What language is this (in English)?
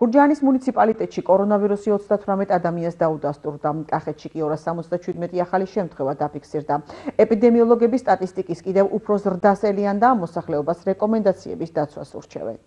Georgian